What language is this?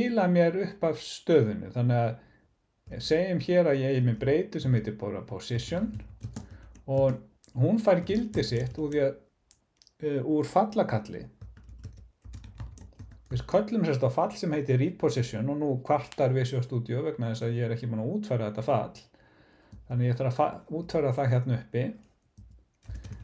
Icelandic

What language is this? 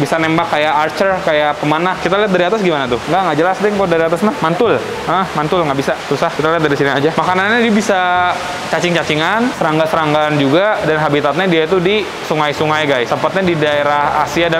Indonesian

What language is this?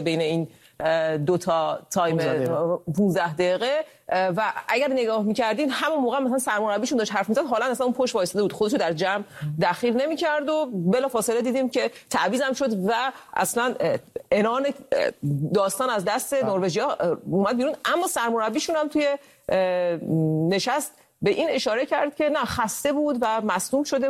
Persian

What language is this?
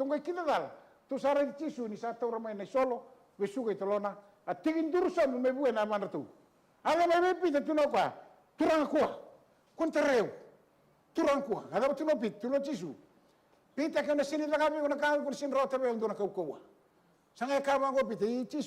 Fijian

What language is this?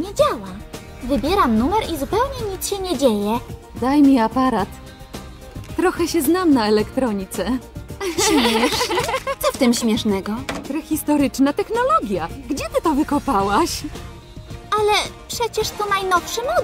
Polish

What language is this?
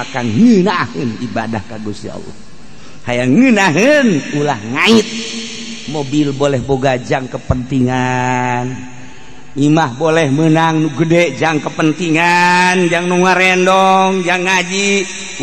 Sundanese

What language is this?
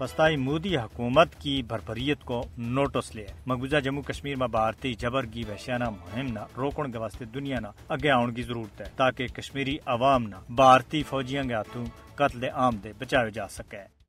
Gujari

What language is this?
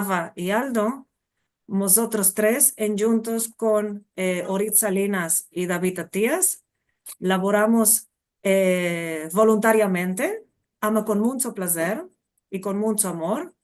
Ladino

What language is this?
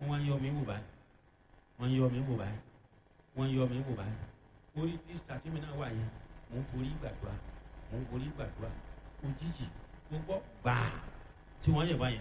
Yoruba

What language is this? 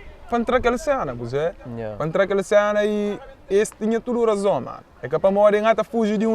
Kabuverdianu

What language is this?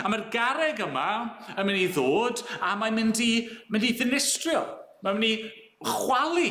Welsh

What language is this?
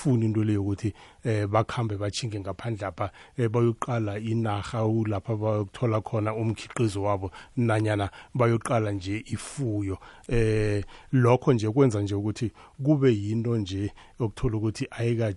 South Ndebele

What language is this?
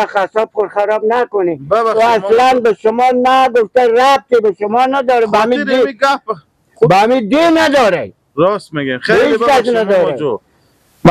Persian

